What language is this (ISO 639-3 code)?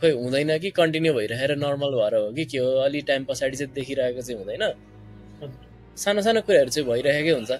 nep